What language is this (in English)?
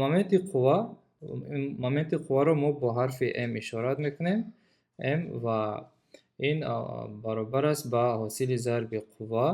Tajik